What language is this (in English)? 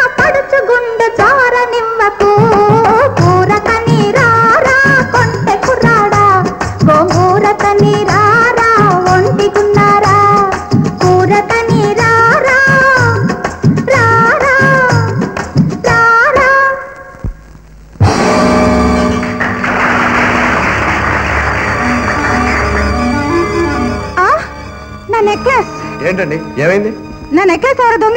Telugu